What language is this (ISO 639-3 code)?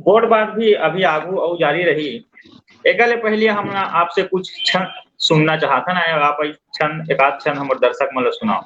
hne